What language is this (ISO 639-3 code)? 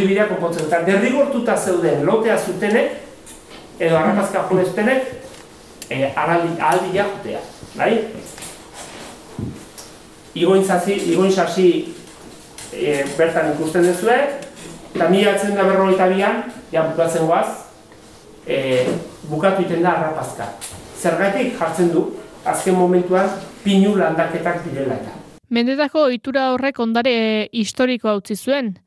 eus